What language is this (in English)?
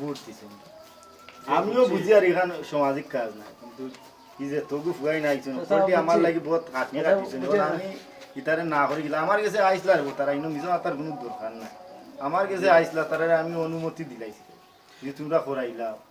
Sylheti